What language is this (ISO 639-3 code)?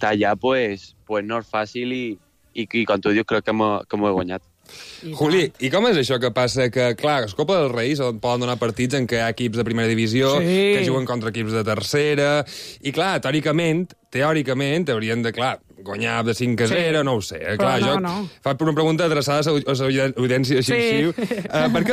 cat